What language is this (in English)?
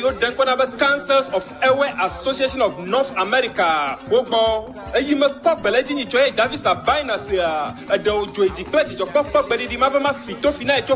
Ewe